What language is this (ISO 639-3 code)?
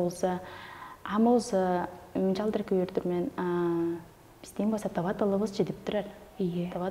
tyv